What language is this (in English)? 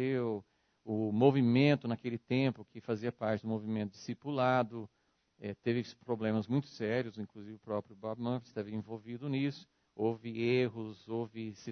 Portuguese